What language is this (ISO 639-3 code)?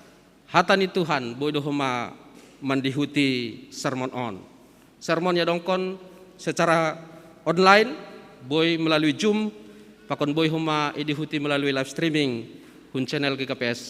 bts